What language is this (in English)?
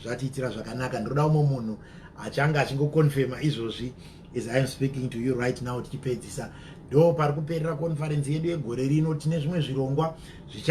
Shona